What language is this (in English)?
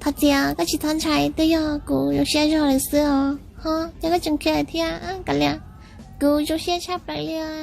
Hmong